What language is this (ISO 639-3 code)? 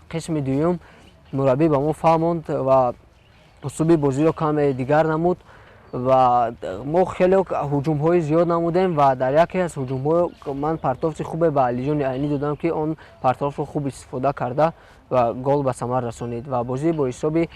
tgk